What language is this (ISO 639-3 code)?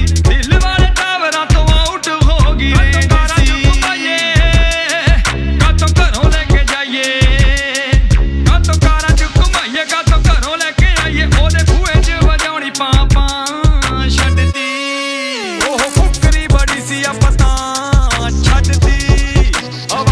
pan